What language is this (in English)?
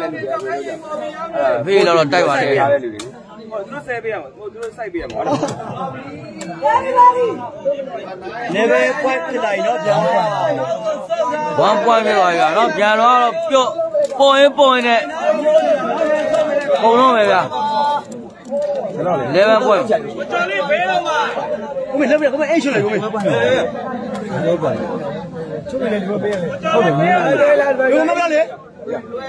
Burmese